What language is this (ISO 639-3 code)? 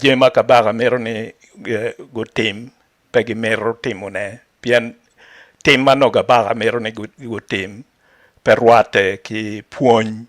ach